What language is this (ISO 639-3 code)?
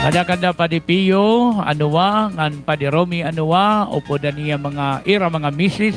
war